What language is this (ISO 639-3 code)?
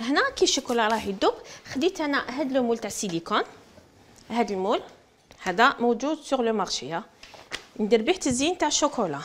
arq